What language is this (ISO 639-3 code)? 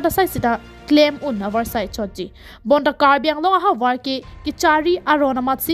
mjw